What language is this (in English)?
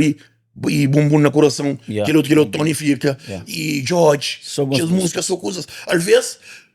Kabuverdianu